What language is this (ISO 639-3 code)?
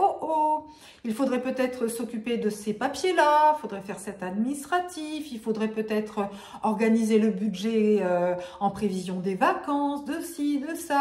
fra